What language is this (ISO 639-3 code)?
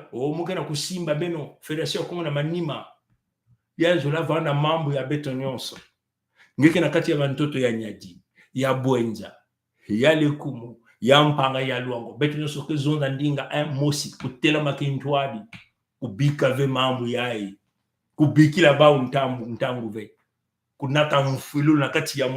mkw